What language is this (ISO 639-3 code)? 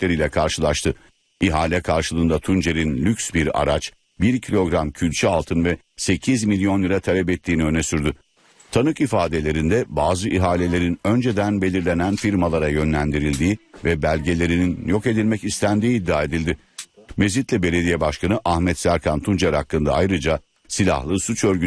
tur